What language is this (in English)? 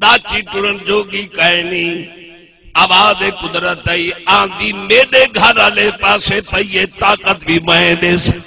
Saraiki